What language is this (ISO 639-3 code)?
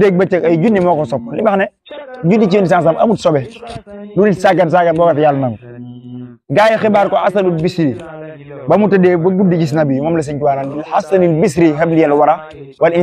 wol